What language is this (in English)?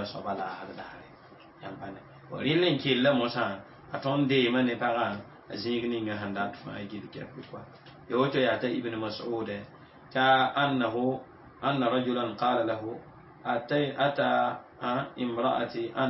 Mossi